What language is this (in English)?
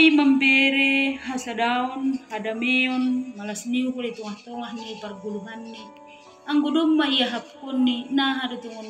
Batak Simalungun